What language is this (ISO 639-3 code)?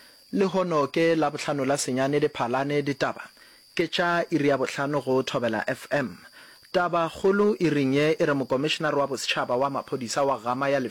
nso